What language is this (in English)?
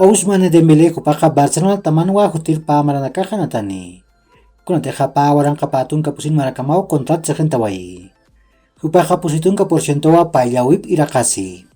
Aymara